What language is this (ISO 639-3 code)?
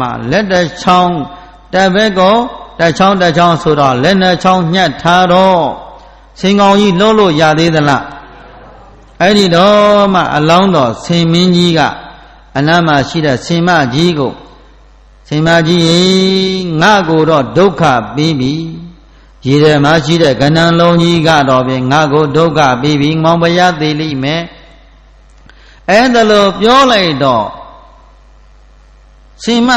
mya